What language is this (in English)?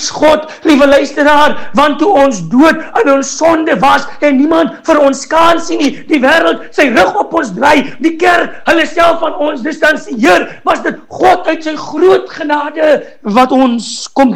Afrikaans